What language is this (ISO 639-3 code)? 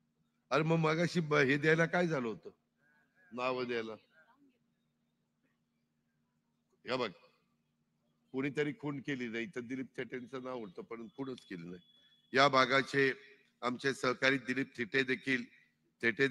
mar